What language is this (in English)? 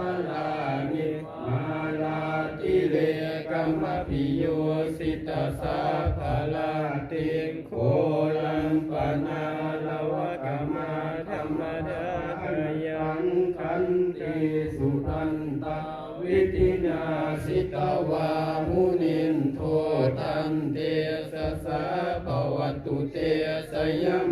Pali